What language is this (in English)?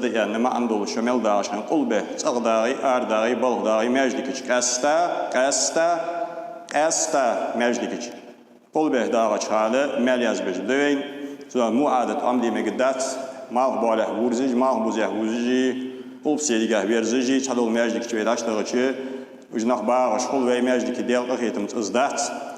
Ingush